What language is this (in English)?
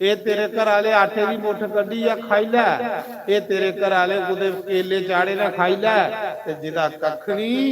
Dogri